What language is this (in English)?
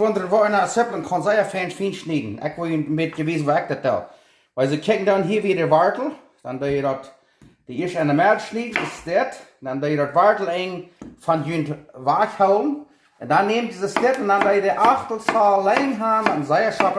Plautdietsch